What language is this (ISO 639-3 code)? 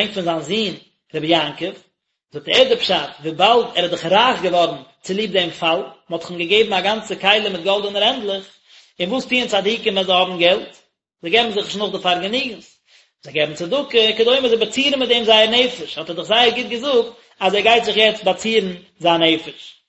yid